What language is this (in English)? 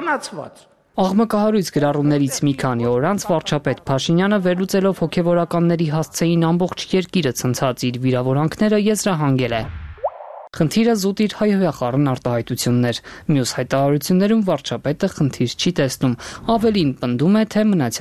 Armenian